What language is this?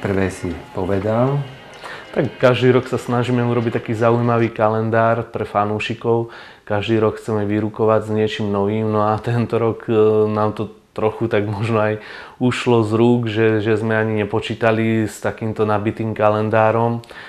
Slovak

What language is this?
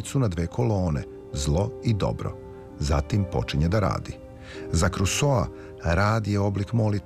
Serbian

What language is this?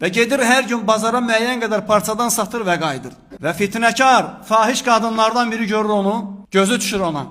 Azerbaijani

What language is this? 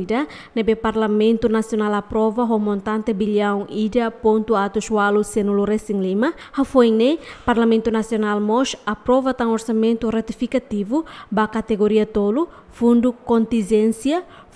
Tetum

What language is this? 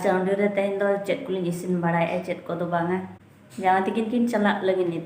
Santali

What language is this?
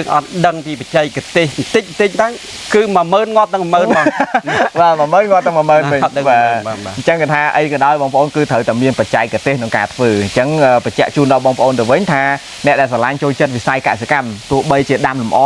Khmer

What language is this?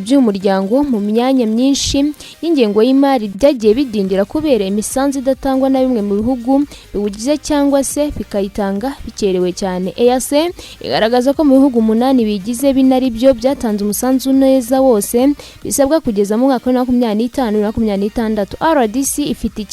Kinyarwanda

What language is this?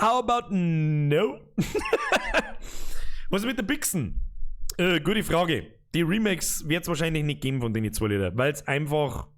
Bavarian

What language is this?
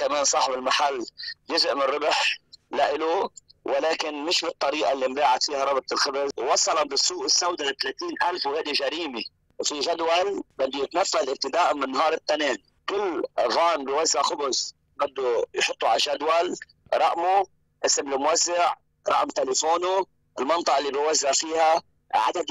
North Levantine Arabic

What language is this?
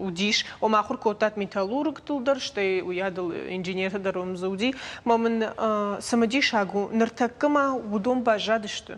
Ossetic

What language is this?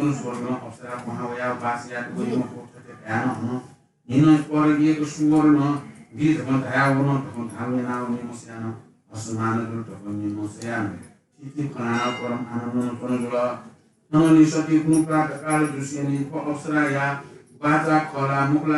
Newari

